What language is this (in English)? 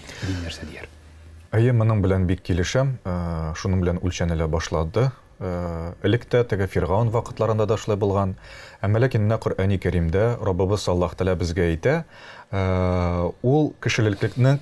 Tatar